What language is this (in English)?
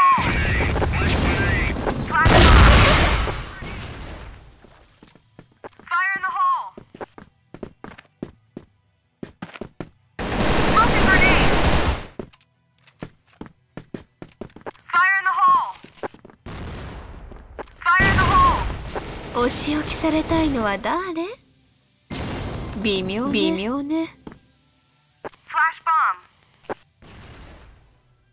Japanese